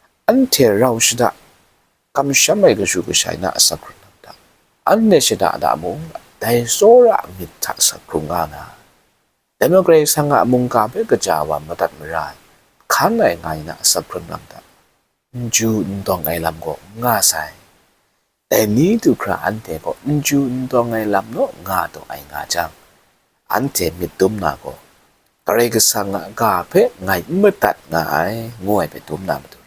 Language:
Kachin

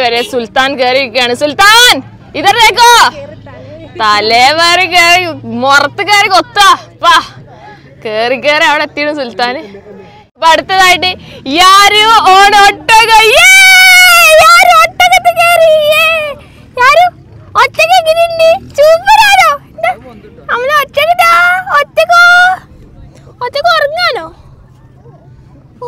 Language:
Malayalam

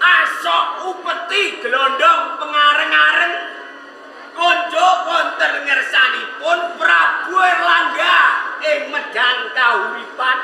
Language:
Javanese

